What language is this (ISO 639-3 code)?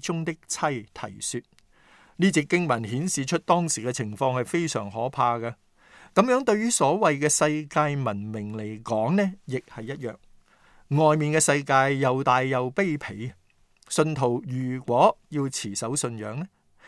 yue